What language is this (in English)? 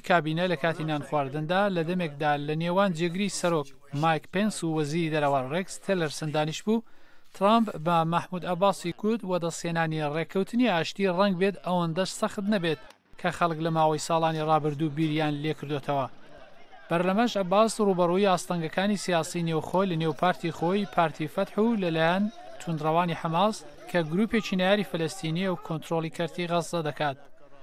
Central Kurdish